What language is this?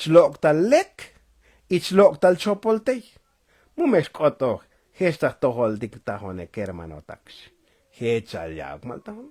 Tzotzil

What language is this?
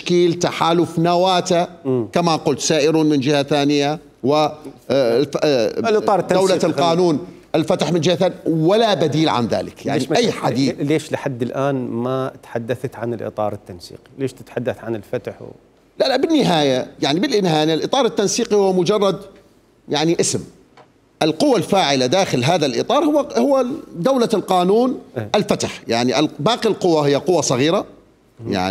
Mesopotamian Arabic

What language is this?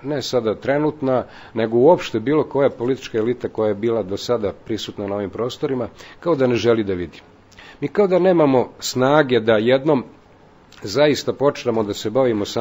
Serbian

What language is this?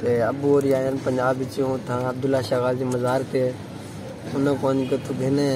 Saraiki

